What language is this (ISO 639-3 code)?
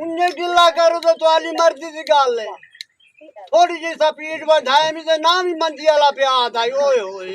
skr